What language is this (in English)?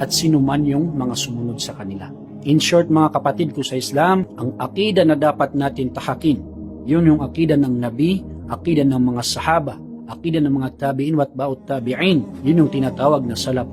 Maranao